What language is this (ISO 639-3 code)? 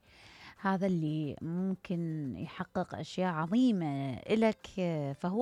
acm